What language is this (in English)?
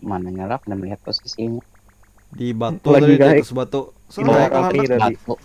Banjar